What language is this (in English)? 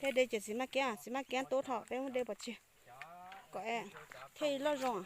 Hmong